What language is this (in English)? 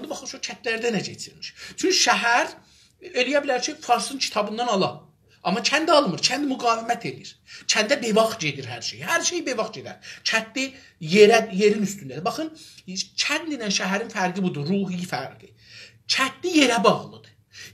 South Azerbaijani